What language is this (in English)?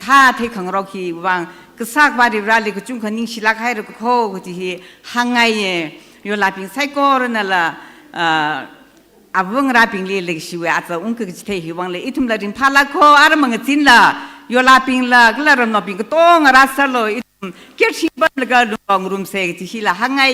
Tangkhul Naga (India)